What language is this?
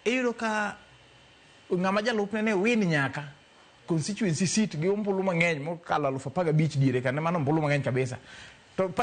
Luo (Kenya and Tanzania)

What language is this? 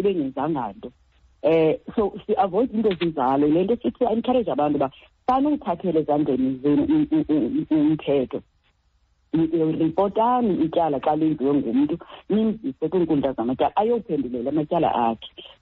Xhosa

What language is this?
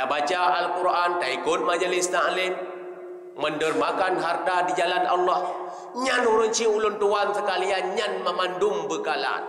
Achinese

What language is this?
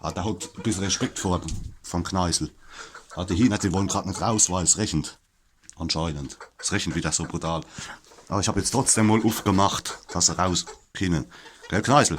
Palatine German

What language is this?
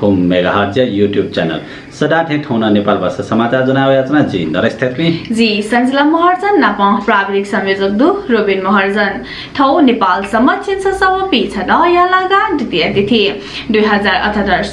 Newari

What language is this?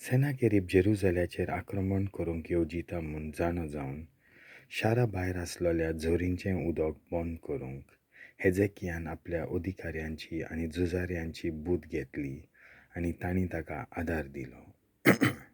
Konkani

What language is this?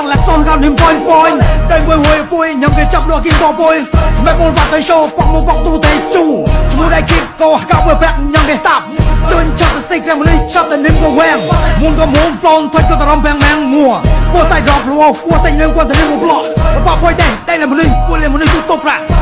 Mon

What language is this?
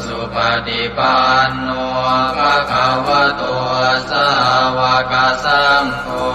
Pali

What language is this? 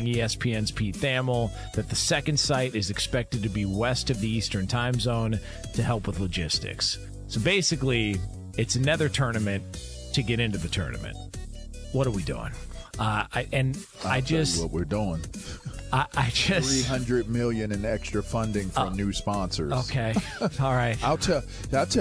English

